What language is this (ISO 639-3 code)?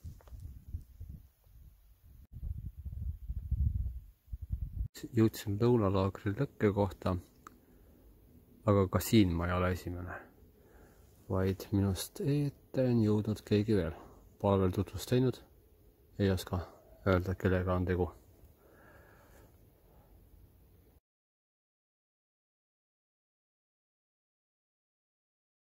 est